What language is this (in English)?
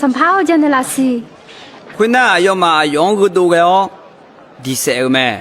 Akha